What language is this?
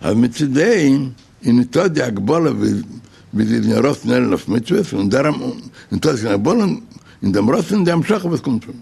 Yiddish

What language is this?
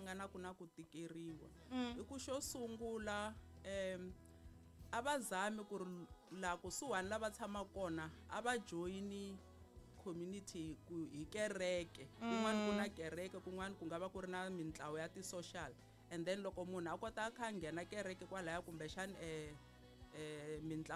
Tsonga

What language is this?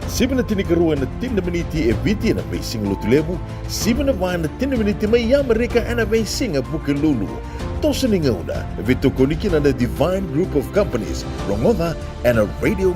Fijian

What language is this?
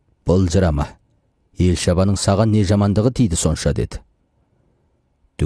Kazakh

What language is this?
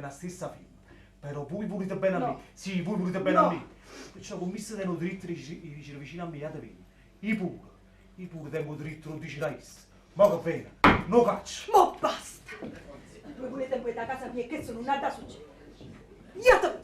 Neapolitan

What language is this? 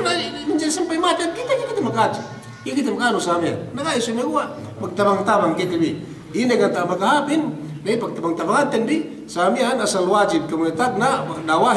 Yakan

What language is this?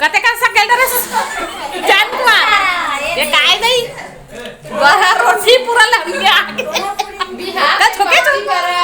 Chhattisgarhi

